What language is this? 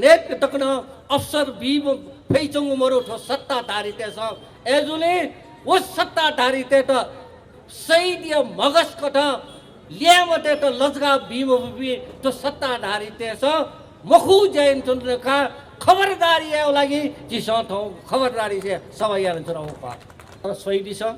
Newari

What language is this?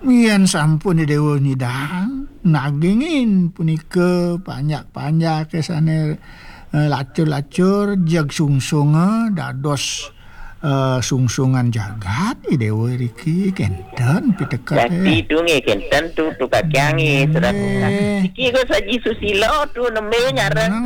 Balinese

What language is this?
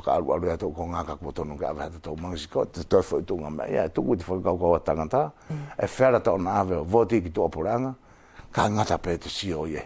Wallisian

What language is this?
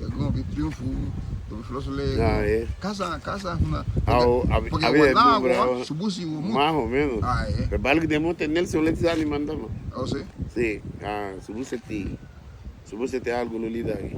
Garifuna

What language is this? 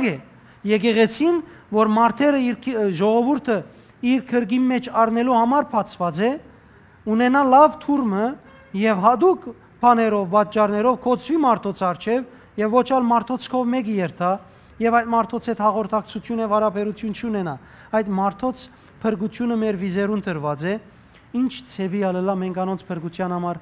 Western Armenian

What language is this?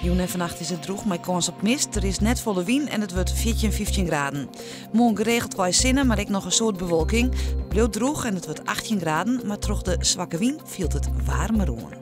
Western Frisian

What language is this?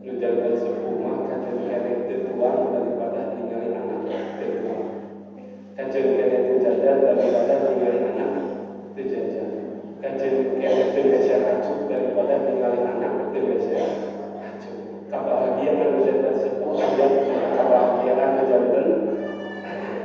Sundanese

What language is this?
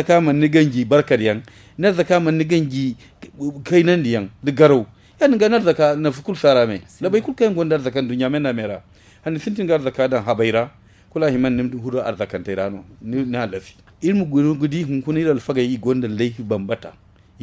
Zarma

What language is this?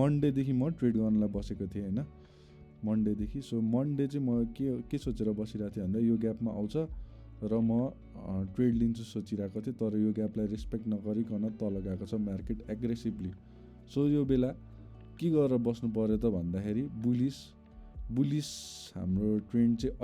Nepali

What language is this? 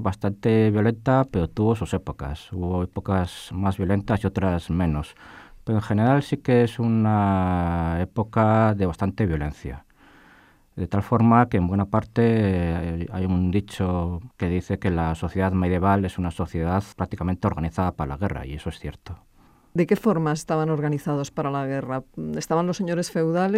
Spanish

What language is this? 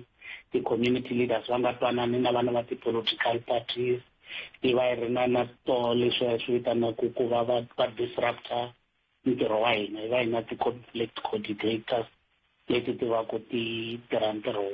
Tsonga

